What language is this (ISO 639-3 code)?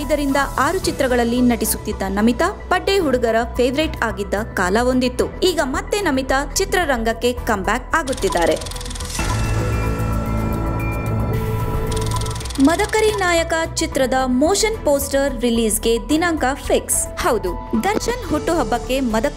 kan